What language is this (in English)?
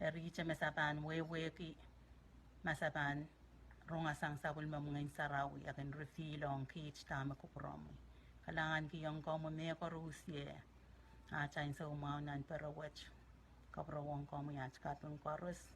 Pohnpeian